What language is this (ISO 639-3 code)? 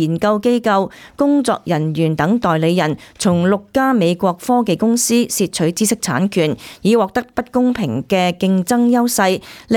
yue